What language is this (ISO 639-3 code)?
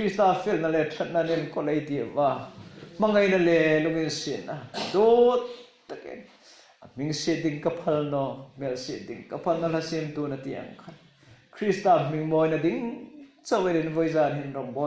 hmr